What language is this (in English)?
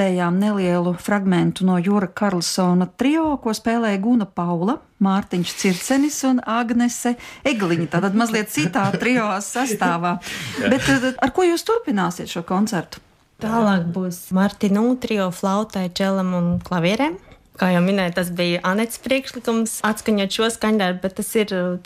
Latvian